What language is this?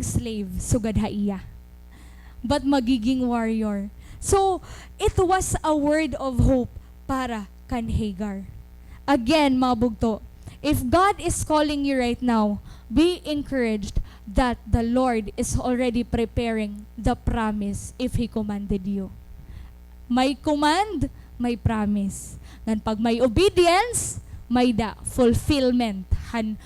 Waray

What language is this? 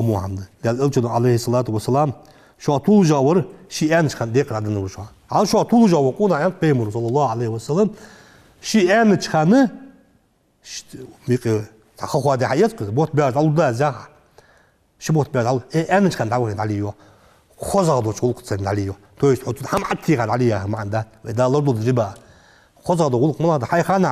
Ingush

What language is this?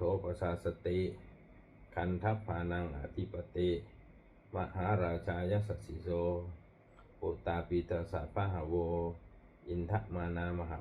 Pali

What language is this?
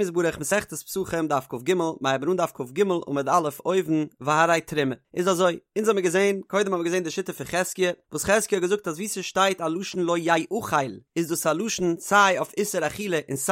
Yiddish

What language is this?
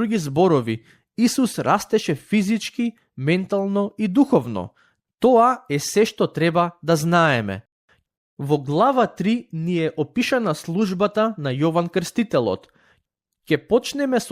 Macedonian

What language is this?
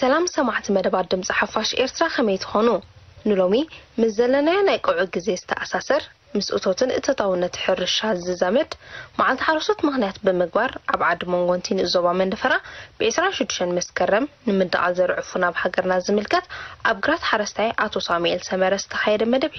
Tigrinya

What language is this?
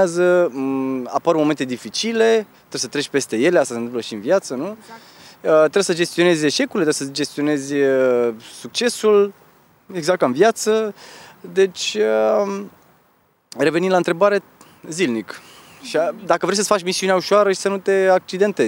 Romanian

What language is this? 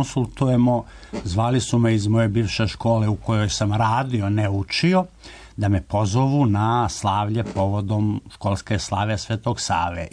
Serbian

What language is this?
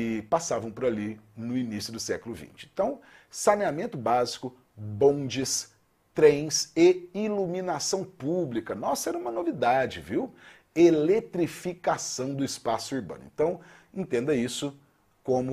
Portuguese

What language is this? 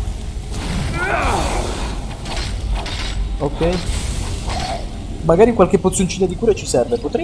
Italian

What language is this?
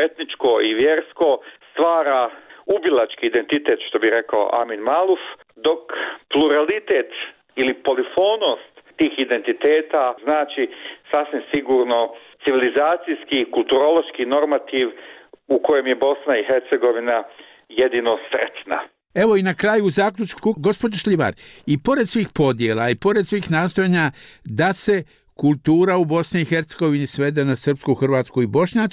Bosnian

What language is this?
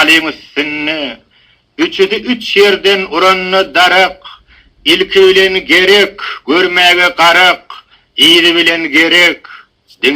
Turkmen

